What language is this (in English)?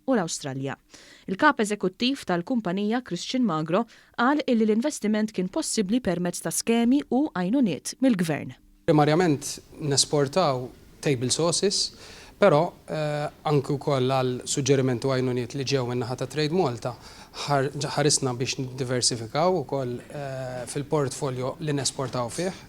Maltese